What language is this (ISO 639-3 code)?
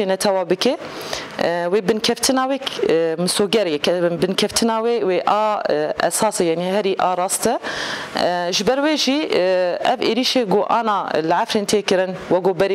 kur